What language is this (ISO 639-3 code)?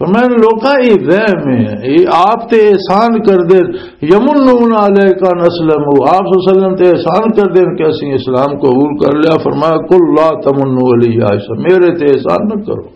lah